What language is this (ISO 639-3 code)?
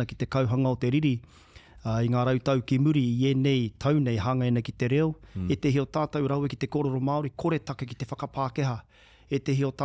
mri